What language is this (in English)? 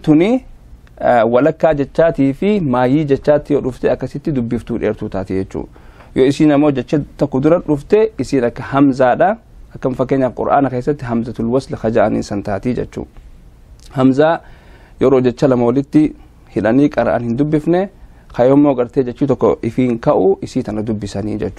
Oromo